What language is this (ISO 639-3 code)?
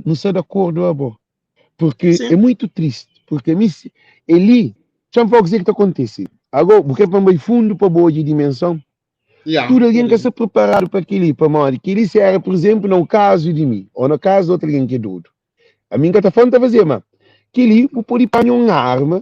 kea